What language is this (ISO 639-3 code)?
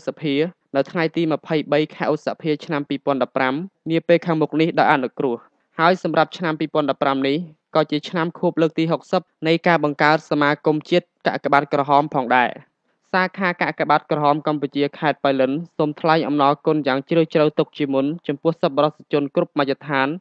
khm